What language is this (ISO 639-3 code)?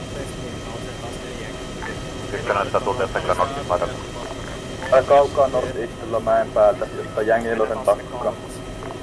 fin